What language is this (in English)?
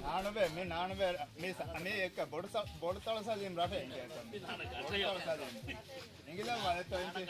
Divehi